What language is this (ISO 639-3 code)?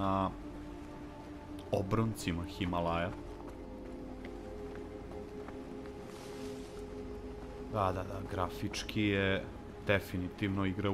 srp